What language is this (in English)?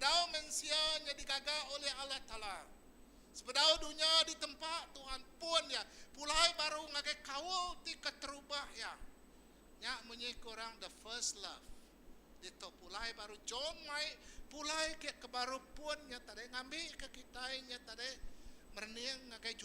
Iban